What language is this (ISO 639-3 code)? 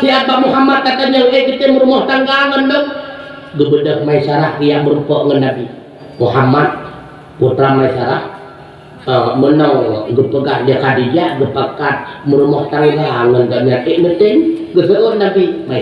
ace